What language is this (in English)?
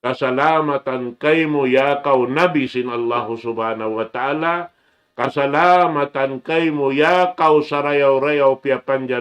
Tausug